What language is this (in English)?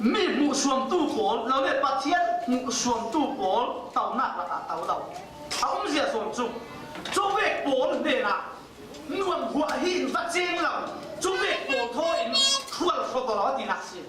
Falam Chin